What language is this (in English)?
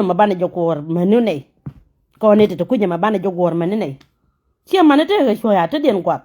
Nuer